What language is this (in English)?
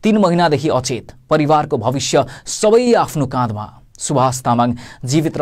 Nepali